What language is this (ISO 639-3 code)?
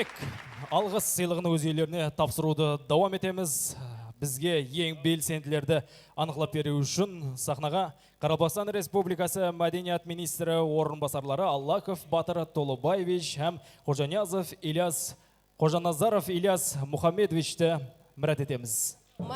kaa